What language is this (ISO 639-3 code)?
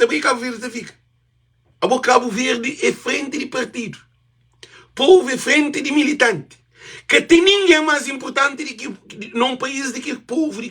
kea